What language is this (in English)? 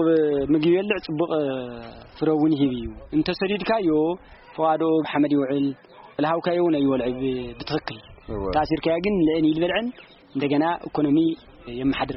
Tigrinya